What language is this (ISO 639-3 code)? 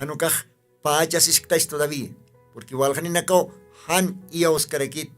aym